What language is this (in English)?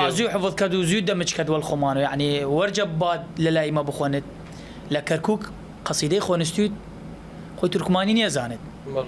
Southern Kurdish